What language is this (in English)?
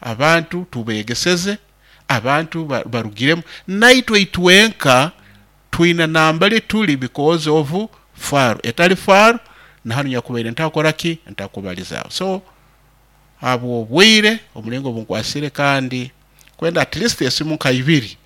Nyoro